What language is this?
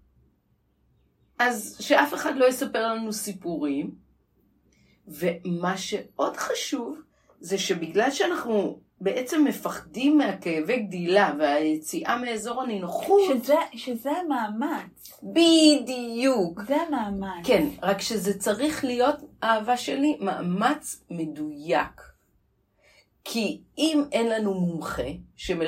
Hebrew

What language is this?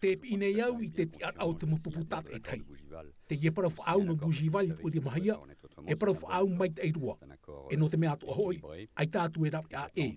Tahitian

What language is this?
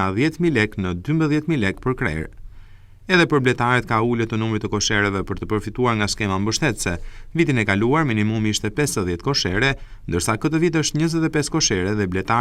Albanian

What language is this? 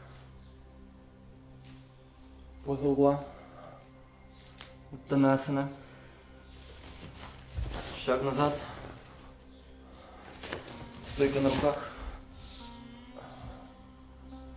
Russian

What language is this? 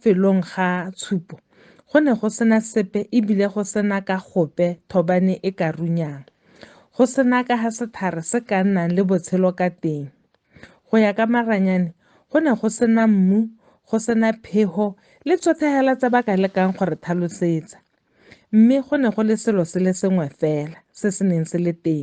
Tswana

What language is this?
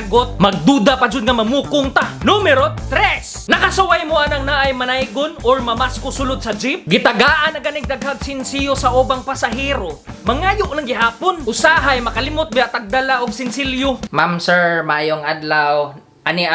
Cebuano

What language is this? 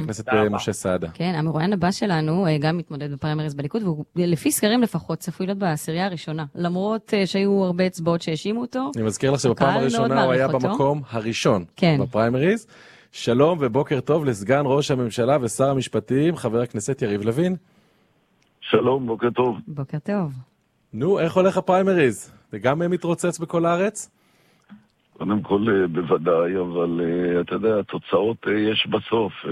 Hebrew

